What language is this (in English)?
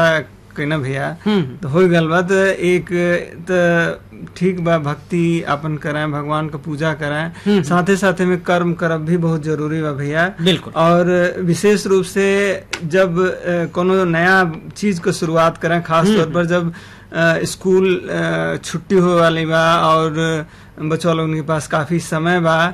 Bhojpuri